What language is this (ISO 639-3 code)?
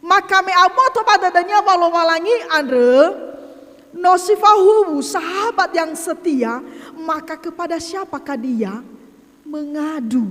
nia